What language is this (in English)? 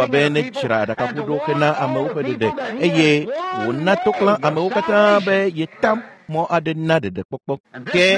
Ewe